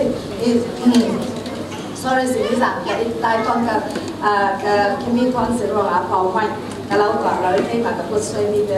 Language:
Falam Chin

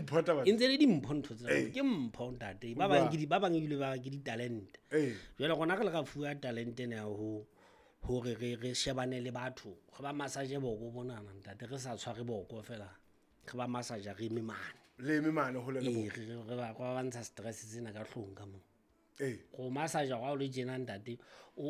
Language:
Southern Sotho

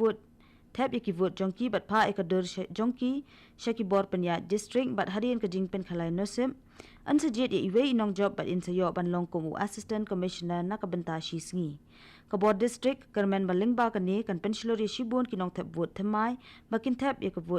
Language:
Khasi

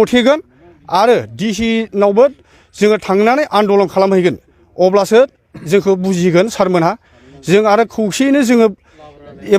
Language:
Bodo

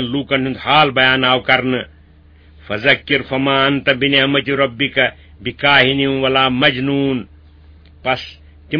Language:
Kashmiri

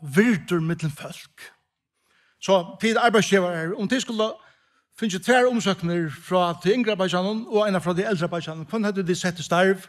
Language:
Faroese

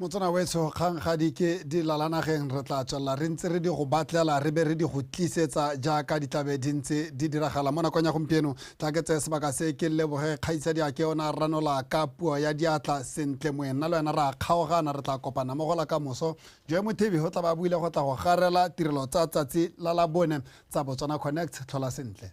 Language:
Tswana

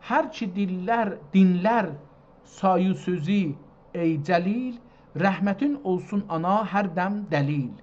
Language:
South Azerbaijani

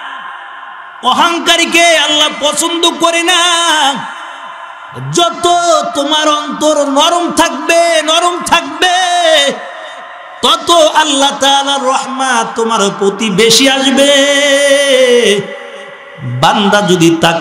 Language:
Bangla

